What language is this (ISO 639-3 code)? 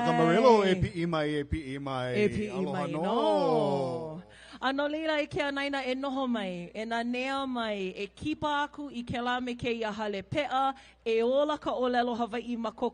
haw